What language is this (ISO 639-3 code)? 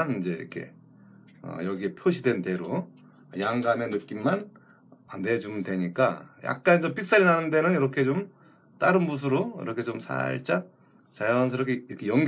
kor